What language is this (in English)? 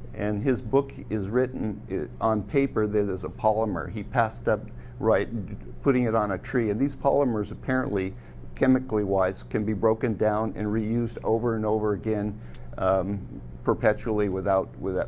English